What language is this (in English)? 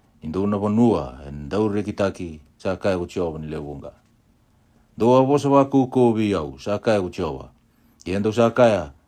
Fijian